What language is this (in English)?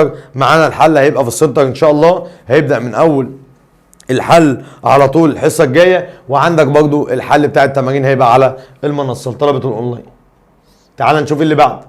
Egyptian Arabic